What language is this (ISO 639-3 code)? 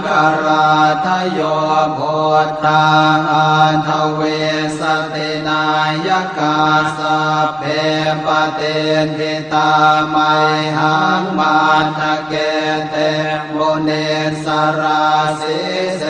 pli